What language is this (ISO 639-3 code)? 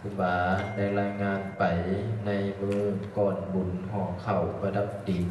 lao